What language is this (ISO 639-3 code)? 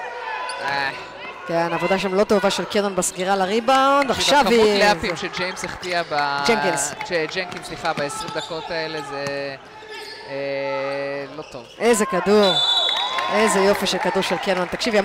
heb